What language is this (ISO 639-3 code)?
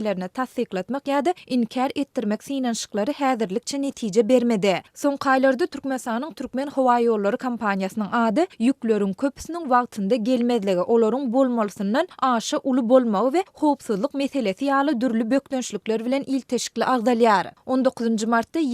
tuk